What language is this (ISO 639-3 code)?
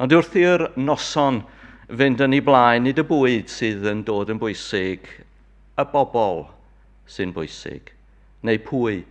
cym